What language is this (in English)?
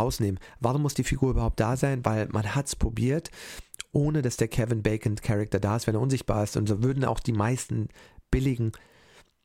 German